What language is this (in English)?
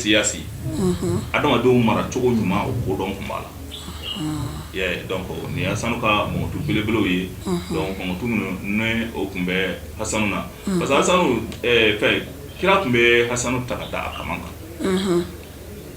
Bambara